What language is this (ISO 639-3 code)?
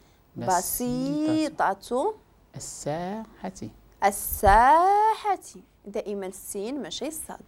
ary